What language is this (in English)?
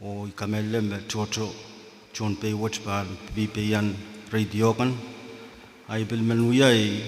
Pohnpeian